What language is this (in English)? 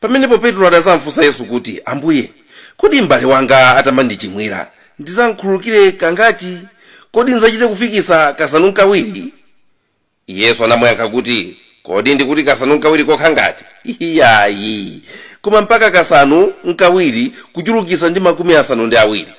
Nyanja